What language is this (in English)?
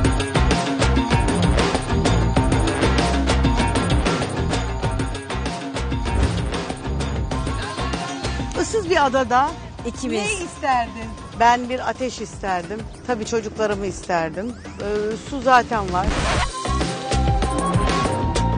Turkish